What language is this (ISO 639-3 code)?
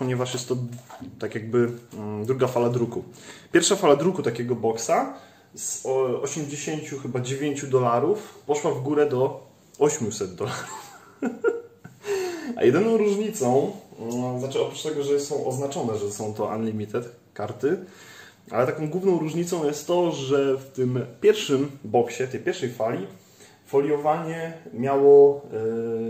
pol